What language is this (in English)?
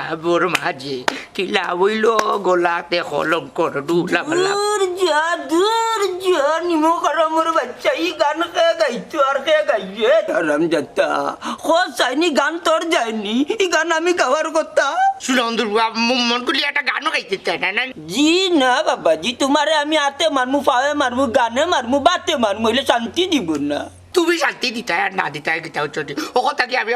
Sylheti